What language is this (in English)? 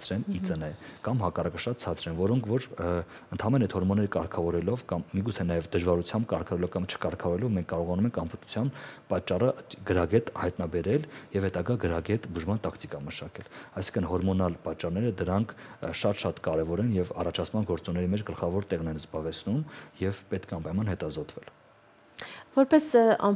Armenian